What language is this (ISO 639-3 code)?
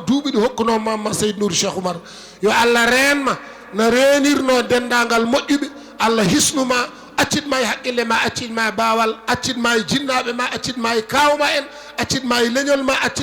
ful